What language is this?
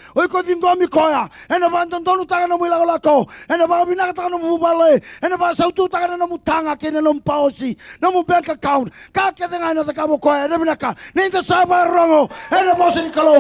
Fijian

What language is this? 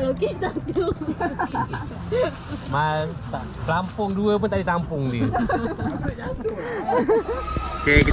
Malay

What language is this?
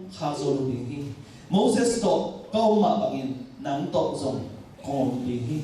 Tedim Chin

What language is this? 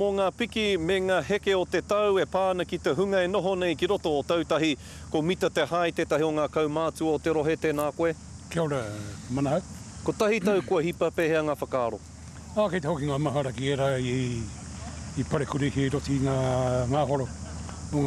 Māori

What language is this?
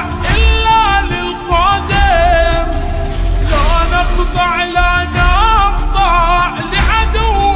Arabic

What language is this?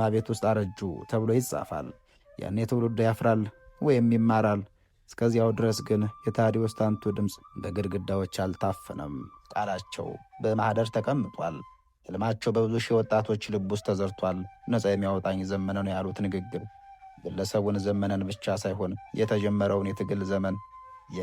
Amharic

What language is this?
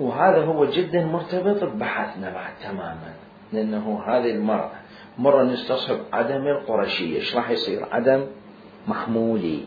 Mesopotamian Arabic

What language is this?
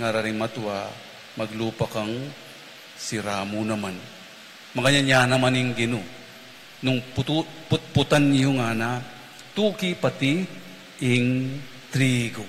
Pampanga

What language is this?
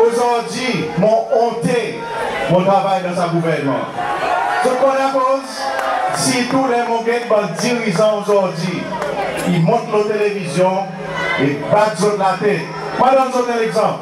Seselwa Creole French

